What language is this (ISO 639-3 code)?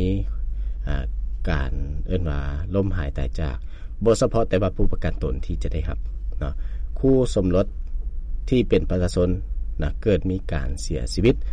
lao